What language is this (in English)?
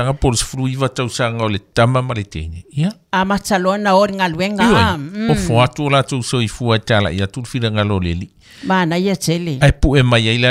Samoan